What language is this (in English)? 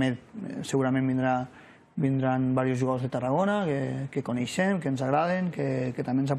Catalan